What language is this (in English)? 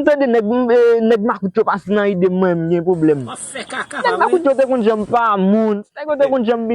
Haitian Creole